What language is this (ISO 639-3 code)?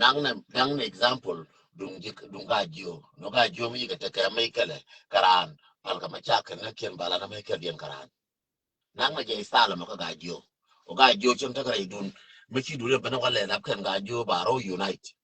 nus